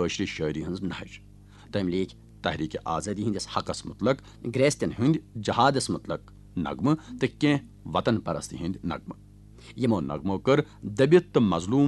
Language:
Kashmiri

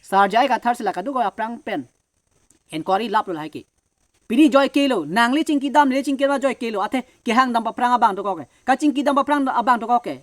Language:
Karbi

